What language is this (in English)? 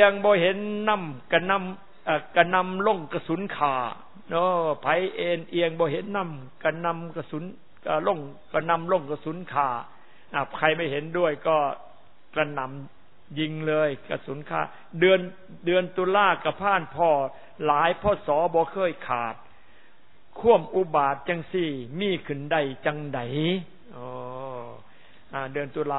Thai